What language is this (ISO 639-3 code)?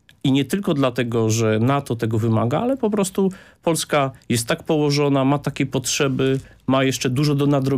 pol